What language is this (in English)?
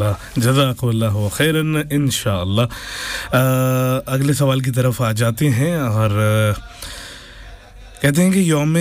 Urdu